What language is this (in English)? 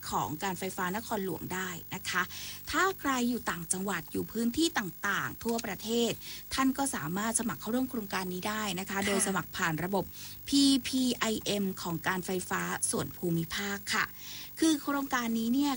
Thai